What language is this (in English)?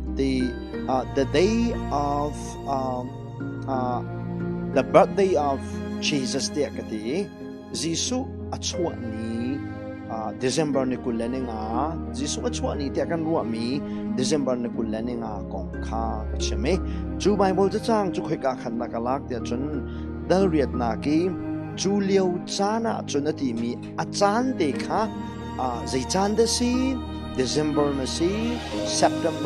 Hakha Chin